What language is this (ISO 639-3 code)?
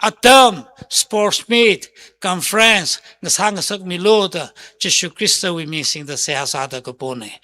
nmf